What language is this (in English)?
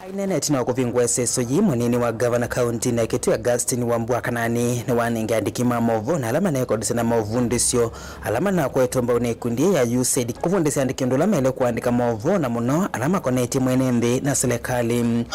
Kamba